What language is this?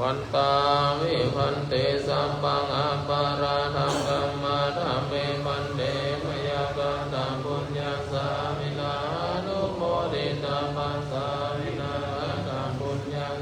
Pali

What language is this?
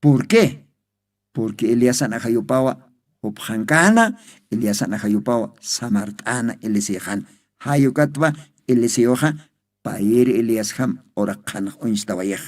Aymara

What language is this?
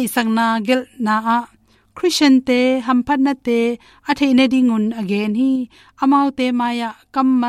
Tedim Chin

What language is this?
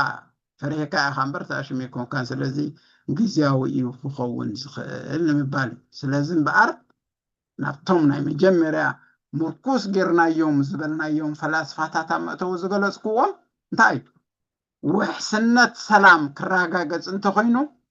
Tigrinya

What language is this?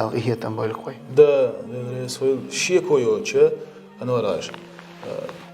Chechen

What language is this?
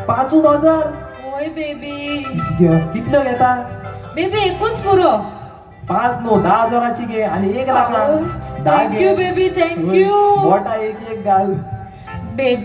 Konkani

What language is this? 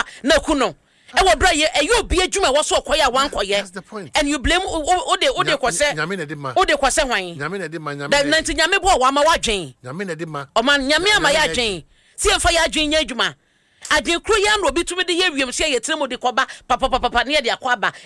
Akan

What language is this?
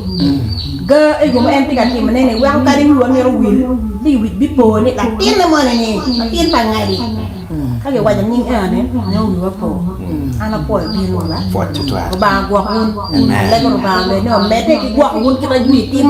Acoli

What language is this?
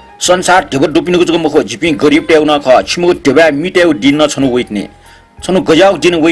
Newari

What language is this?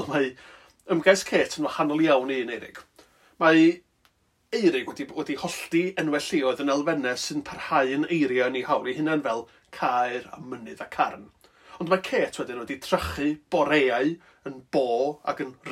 Welsh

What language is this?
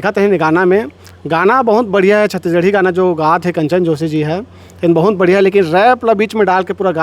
Chhattisgarhi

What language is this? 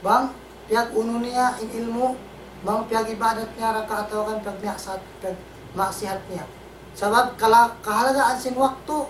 Tausug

